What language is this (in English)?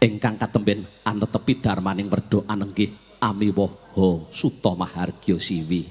Javanese